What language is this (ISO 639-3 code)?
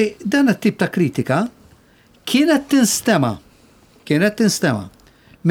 mlt